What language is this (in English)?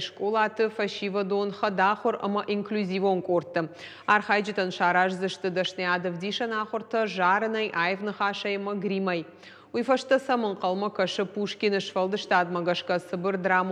Ossetic